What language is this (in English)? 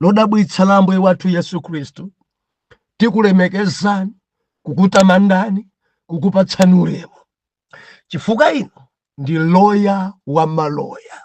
Nyanja